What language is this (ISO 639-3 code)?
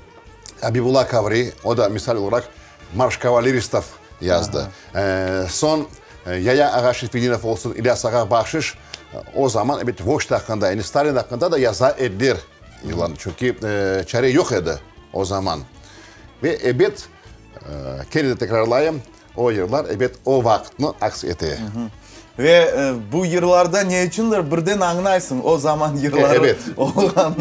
crh